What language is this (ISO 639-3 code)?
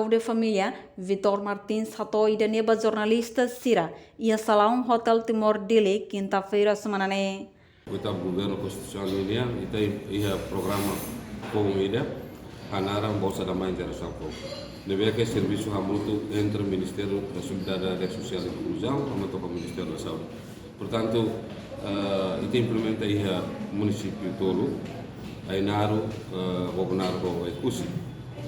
tet